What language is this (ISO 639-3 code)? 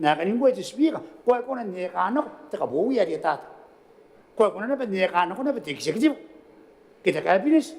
gil